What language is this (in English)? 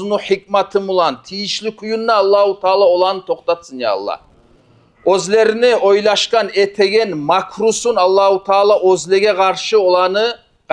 Kumyk